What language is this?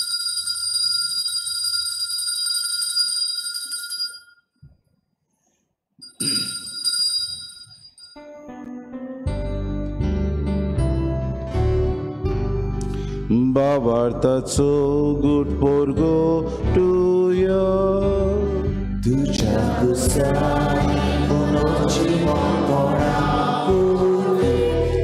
Konkani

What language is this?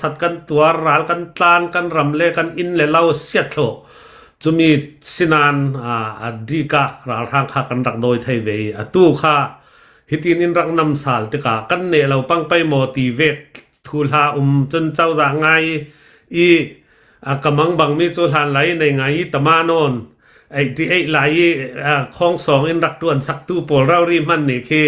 Hakha Chin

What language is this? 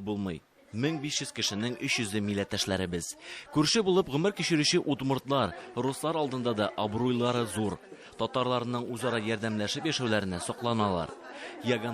Tatar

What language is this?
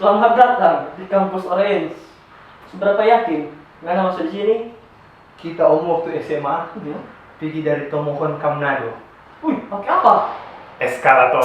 Manado Malay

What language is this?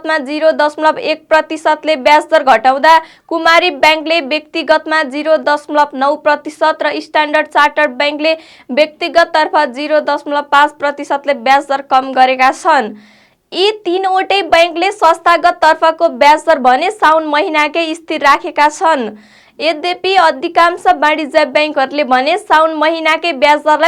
Nepali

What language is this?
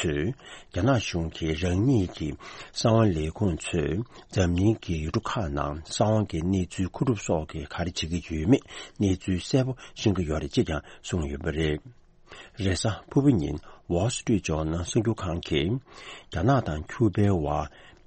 Tibetan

